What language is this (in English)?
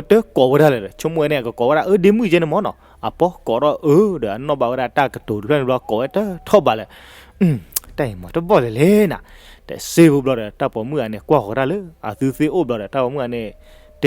S'gaw Karen